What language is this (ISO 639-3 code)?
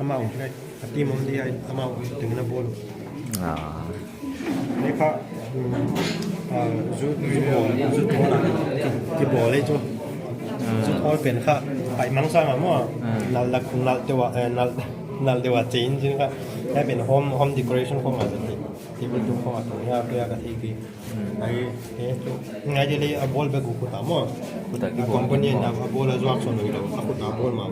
pck